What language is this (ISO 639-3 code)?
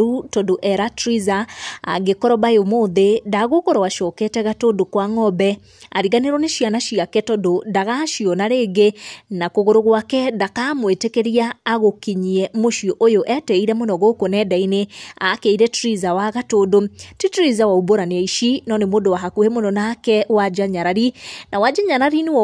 kik